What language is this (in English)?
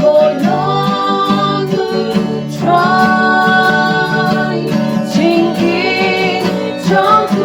Khasi